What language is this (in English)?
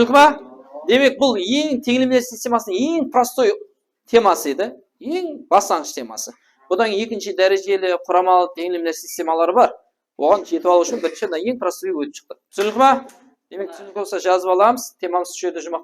Kara-Kalpak